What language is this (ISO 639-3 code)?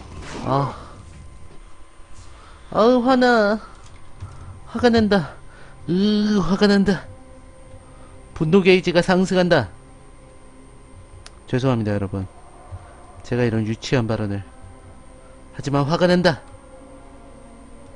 kor